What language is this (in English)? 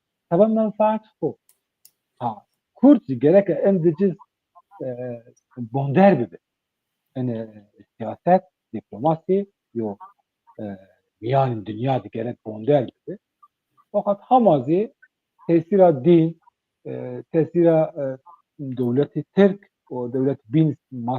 Zaza